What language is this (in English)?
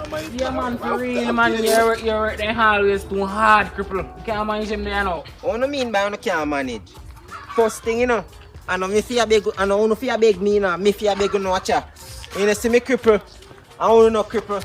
Jamaican Creole English